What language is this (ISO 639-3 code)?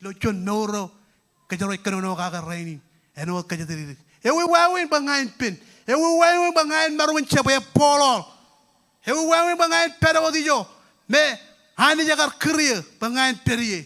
mah